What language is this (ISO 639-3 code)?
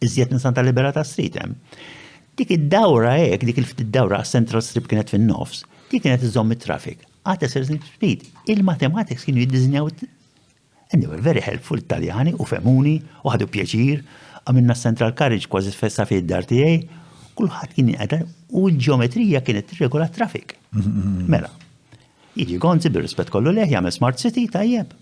mlt